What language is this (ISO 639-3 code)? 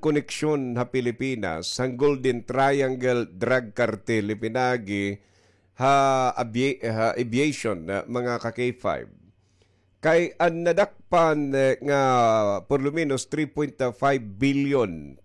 war